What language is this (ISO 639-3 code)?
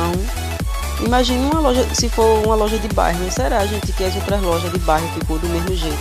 por